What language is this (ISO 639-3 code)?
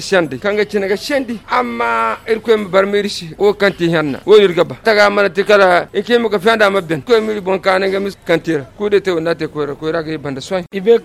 hau